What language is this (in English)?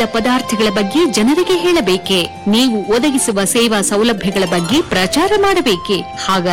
Kannada